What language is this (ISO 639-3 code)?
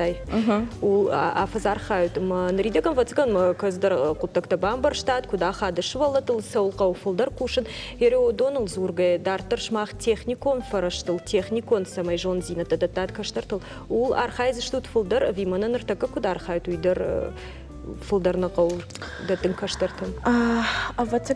oss